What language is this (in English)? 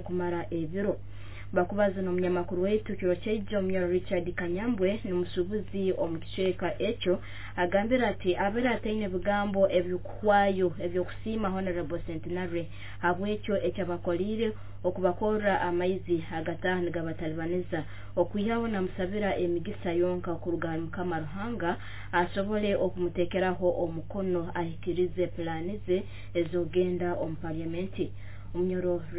Nyoro